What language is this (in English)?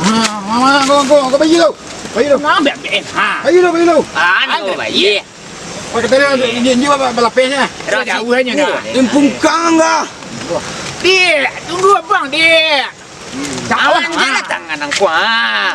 Minangkabau